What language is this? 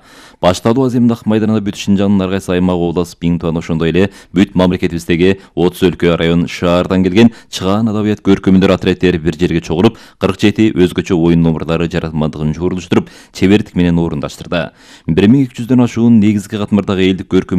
Kyrgyz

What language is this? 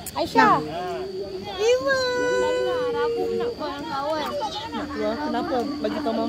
Malay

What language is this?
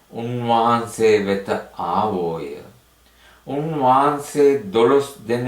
Sinhala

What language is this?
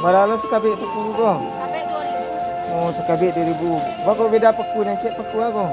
Minangkabau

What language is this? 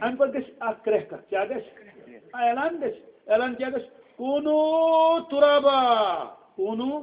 Kashmiri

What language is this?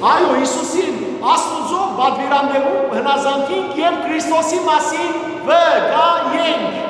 Western Armenian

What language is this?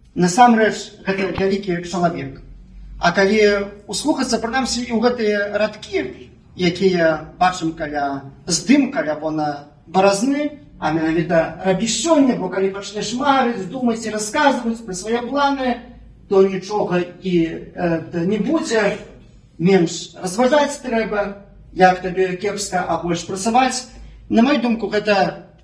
Belarusian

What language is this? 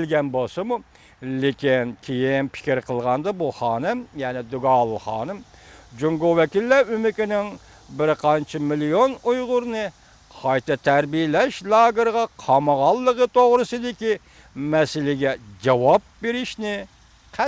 Uyghur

